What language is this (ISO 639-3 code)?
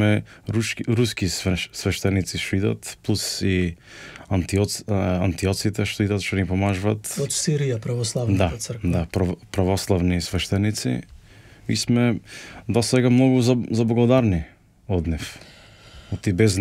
mkd